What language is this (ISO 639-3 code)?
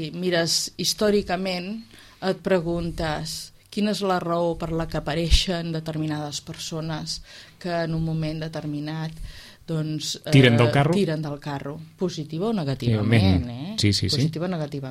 cat